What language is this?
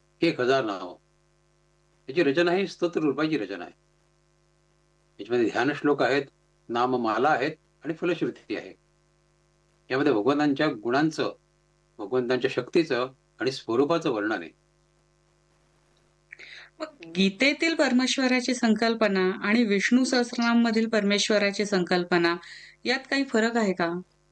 Marathi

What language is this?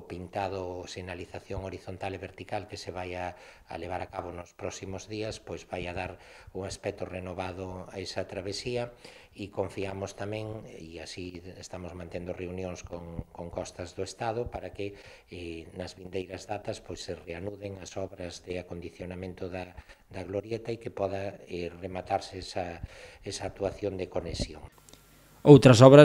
Galician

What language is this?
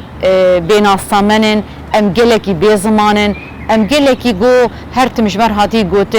Kurdish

